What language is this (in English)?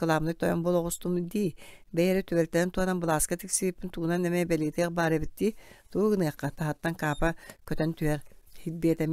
Yakut